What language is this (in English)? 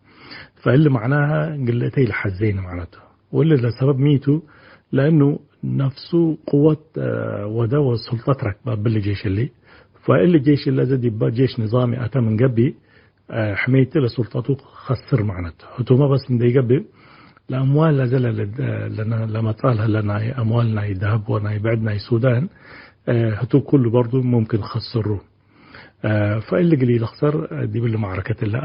Tigre